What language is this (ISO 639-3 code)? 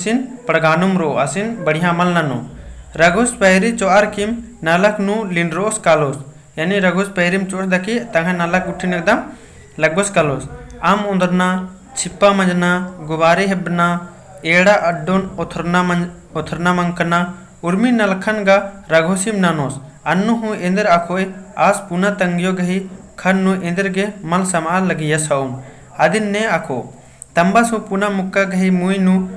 kru